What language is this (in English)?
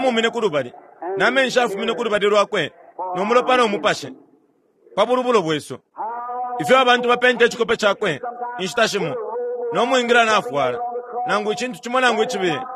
Bemba